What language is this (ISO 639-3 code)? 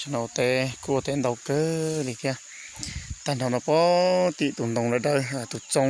hmn